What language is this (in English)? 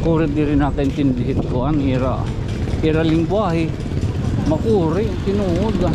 Waray